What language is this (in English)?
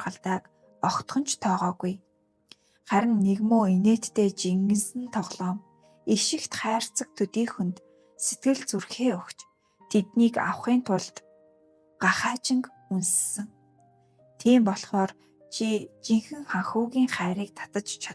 Mongolian